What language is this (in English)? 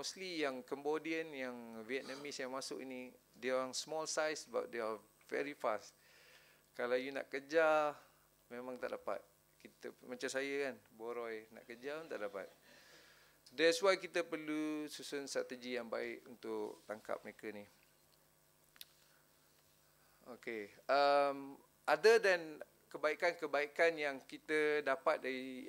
Malay